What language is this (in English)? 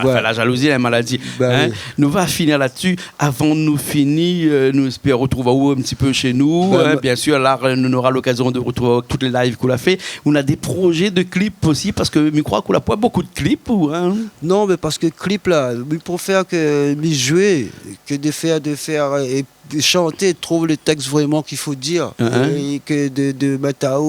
Réunion Creole French